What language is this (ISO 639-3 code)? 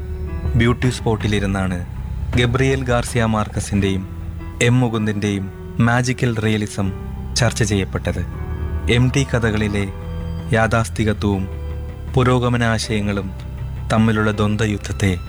mal